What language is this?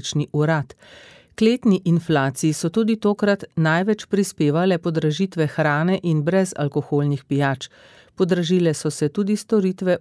Slovenian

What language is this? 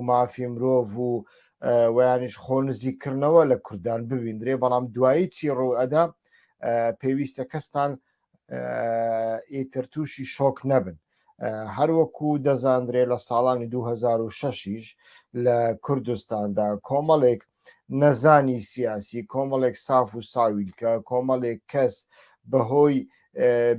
Central Kurdish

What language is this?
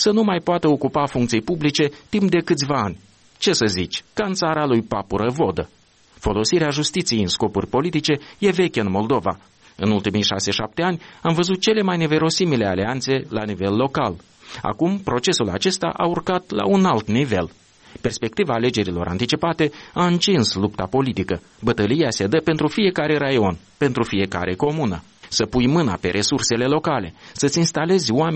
Romanian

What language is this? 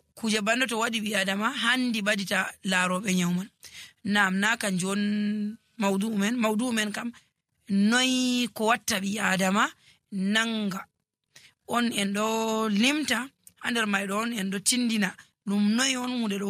Nigerian Fulfulde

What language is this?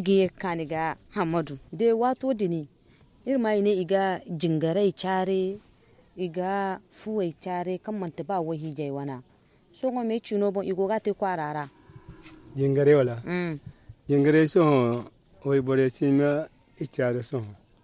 Zarma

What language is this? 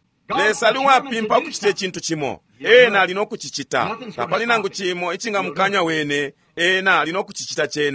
Bemba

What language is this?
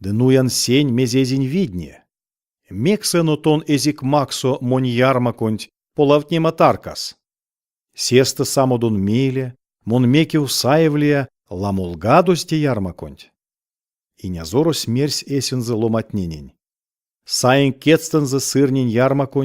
Erzya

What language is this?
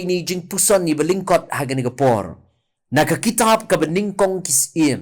Khasi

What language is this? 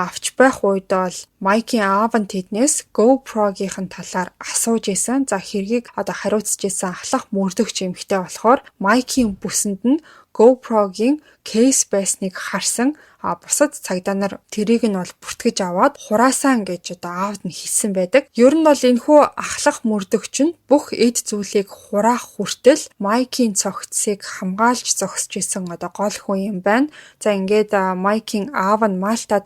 Mongolian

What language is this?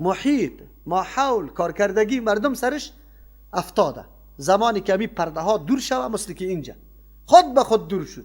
Persian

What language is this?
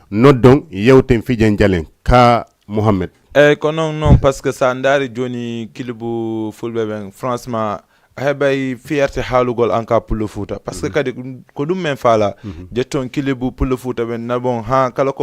Fula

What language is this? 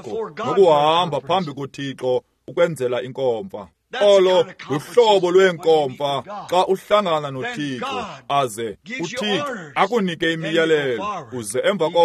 Xhosa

